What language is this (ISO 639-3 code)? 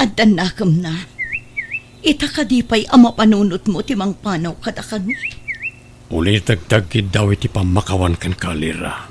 ilo